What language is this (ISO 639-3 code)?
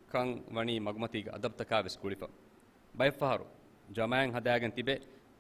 div